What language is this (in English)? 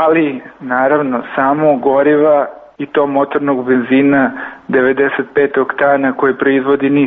Serbian